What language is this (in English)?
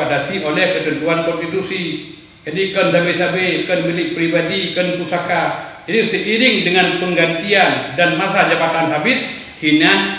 Achinese